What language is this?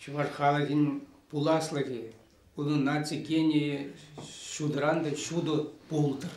Chuvash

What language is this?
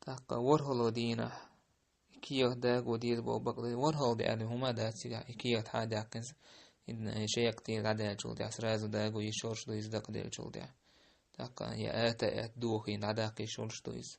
Chechen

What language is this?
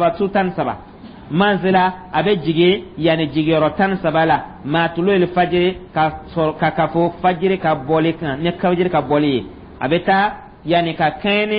Dyula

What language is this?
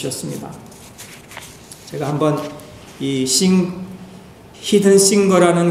Korean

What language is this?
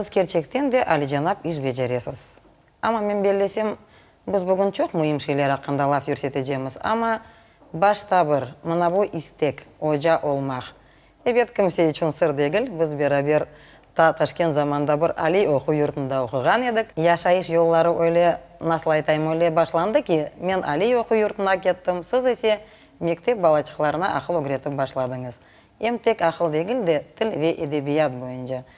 Crimean Tatar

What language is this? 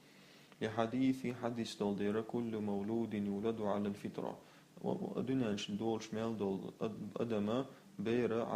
Chechen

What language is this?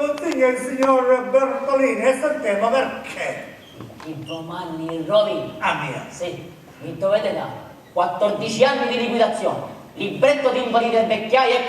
Sicilian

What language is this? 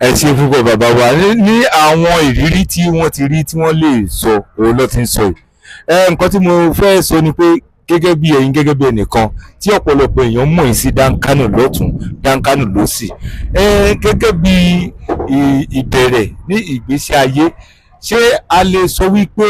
Yoruba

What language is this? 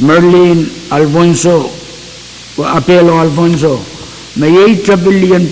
Pohnpeian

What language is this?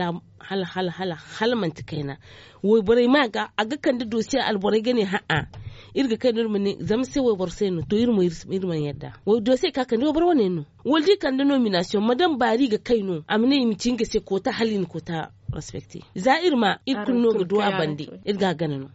Zarma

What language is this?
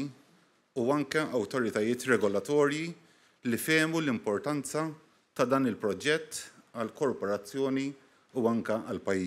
Maltese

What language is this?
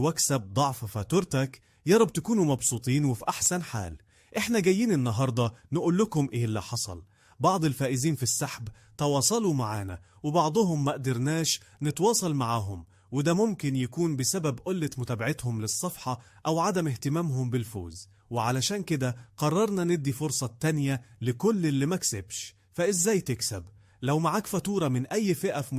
Egyptian Arabic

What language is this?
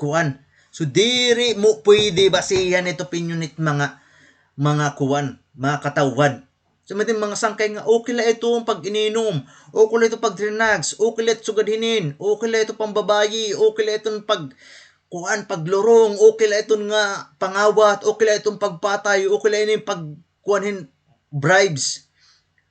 Waray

